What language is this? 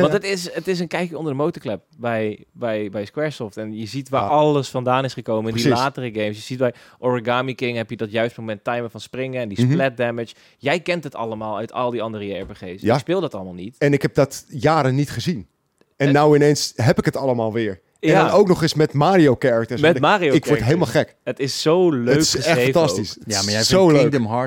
Dutch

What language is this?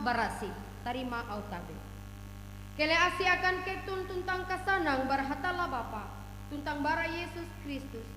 Ngaju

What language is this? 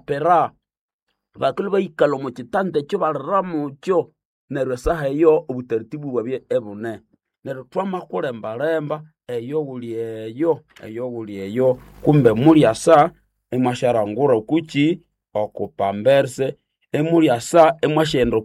Nande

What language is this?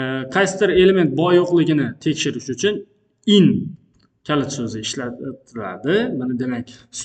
Uzbek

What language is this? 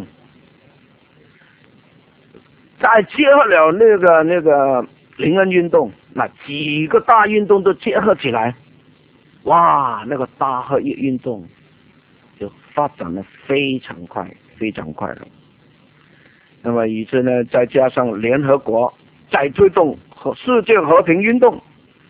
Chinese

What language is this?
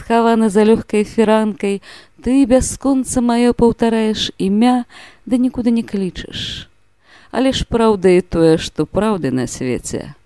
Belarusian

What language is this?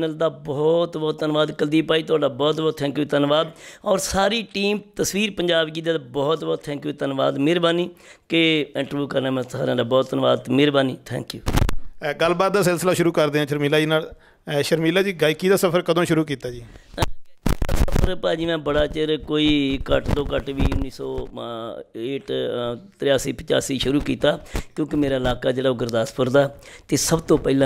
Punjabi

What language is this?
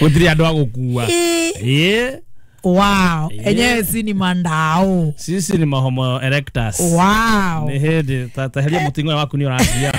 Kikuyu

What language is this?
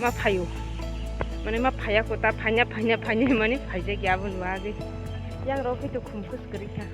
Kok Borok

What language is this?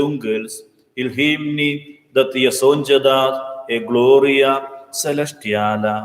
Romansh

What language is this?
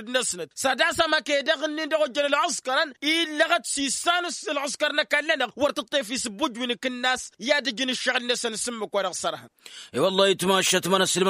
Tamasheq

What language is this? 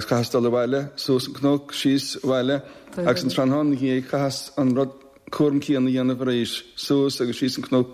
Irish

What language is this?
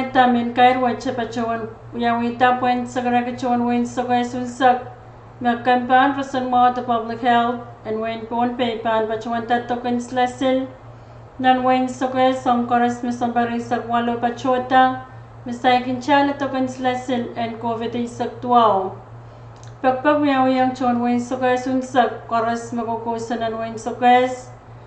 Pohnpeian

